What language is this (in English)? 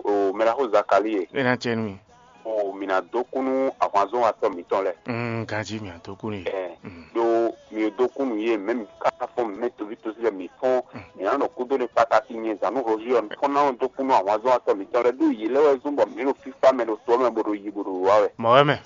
Fon